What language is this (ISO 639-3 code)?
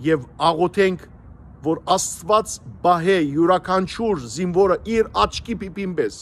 hyw